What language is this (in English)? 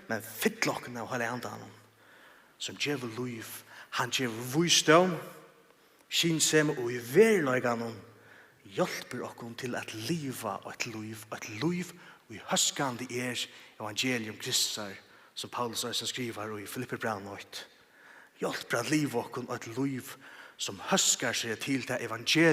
Faroese